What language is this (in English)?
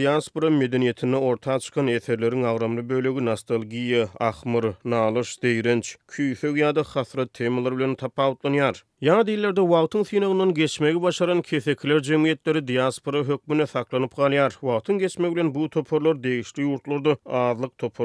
Turkmen